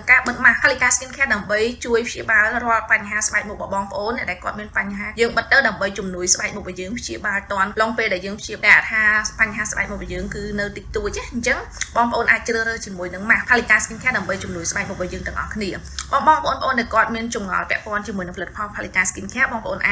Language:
Khmer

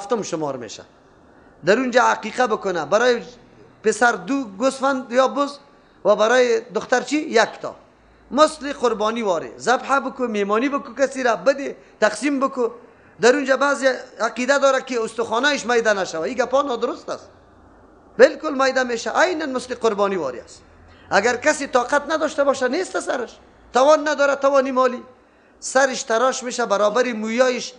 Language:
Persian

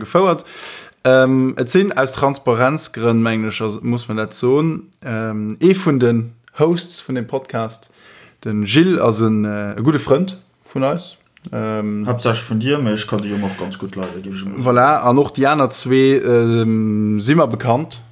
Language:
Luxembourgish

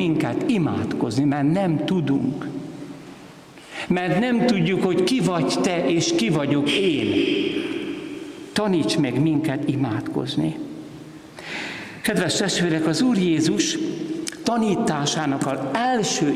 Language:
Hungarian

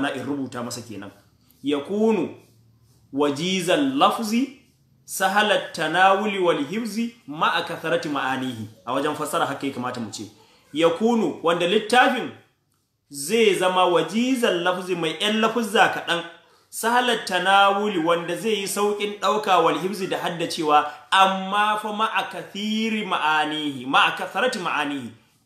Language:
Hausa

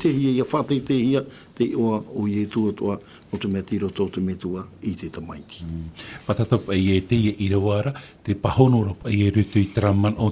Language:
Tahitian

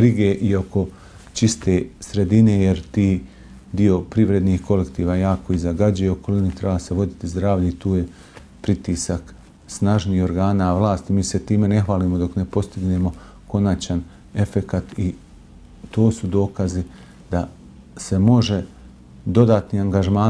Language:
Bosnian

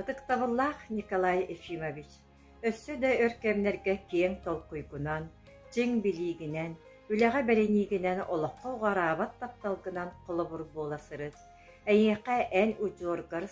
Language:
Yakut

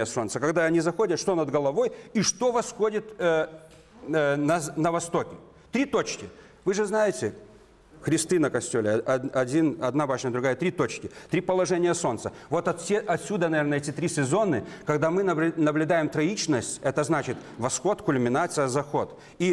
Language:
Russian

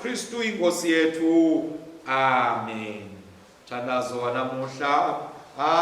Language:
Swati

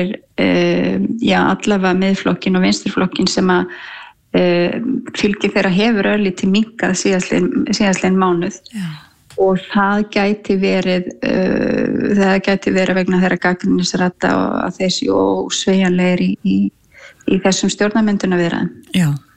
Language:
Icelandic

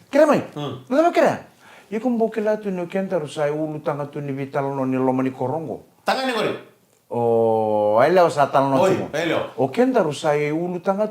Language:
Fijian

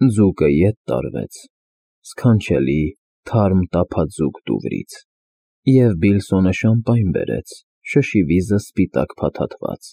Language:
Armenian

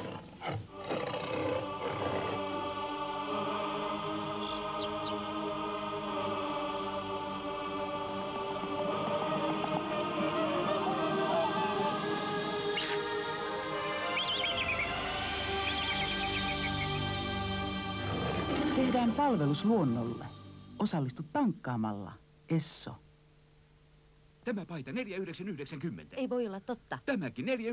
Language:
Finnish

